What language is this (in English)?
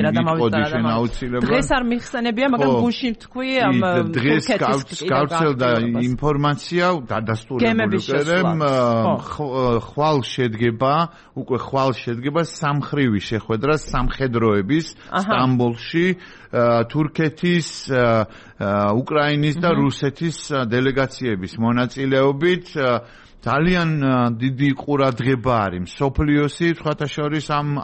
Georgian